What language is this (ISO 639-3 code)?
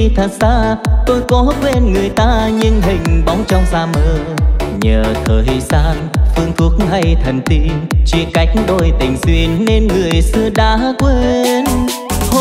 vie